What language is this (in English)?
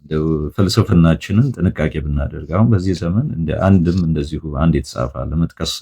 Amharic